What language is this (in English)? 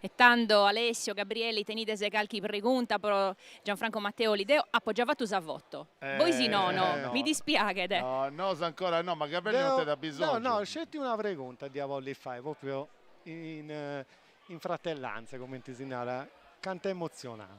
Sardinian